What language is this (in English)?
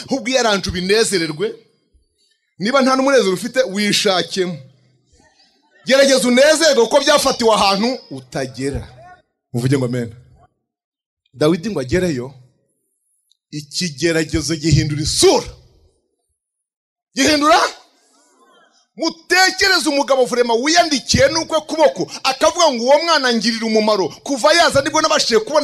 Kinyarwanda